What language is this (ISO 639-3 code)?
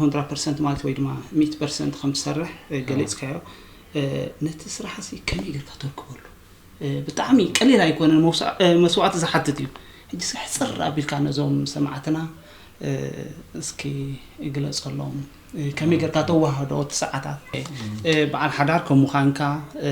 tir